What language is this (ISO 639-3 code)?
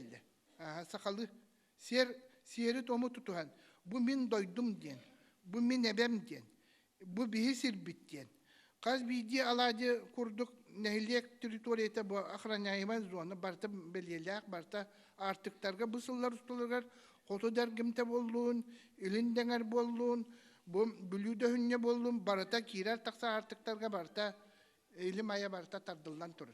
sah